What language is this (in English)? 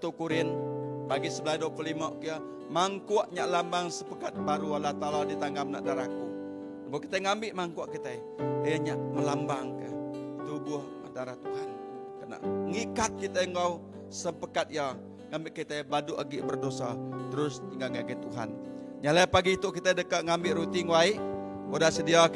Iban